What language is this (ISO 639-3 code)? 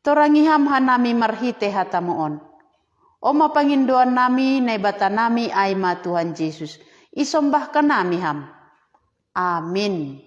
bts